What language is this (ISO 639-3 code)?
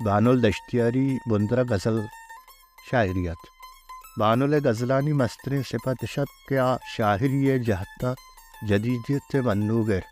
bal